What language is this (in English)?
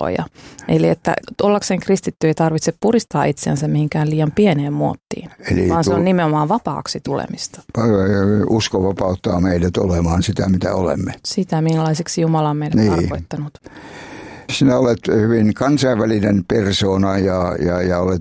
Finnish